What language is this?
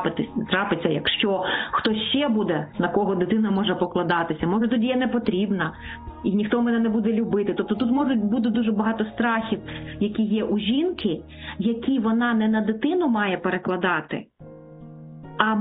Ukrainian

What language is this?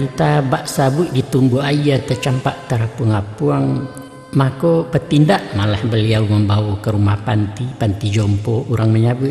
Minangkabau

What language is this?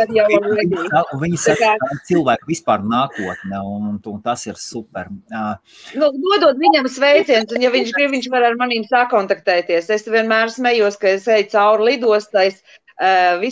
Latvian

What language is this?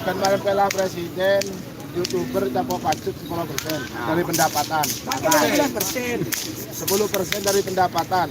Madurese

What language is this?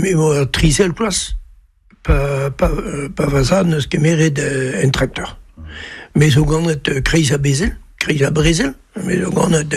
Breton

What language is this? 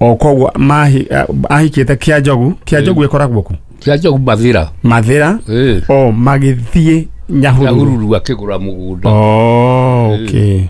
Kikuyu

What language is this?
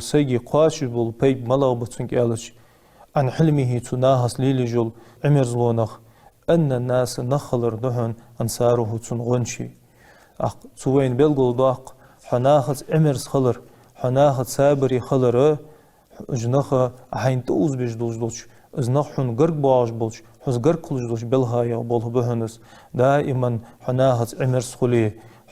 Ingush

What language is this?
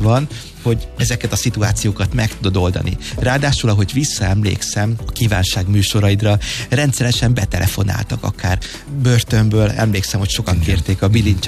Hungarian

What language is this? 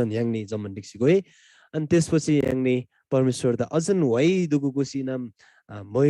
Eastern Tamang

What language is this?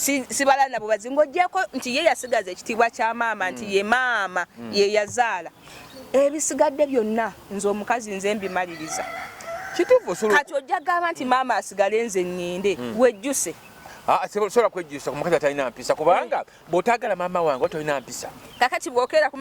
Ganda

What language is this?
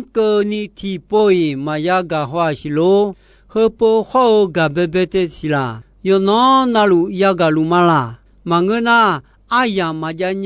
Akha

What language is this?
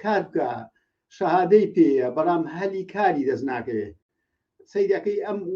Central Kurdish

